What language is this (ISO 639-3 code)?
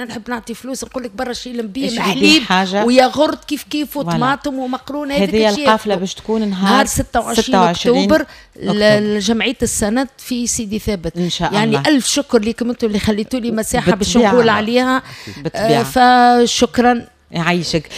aeb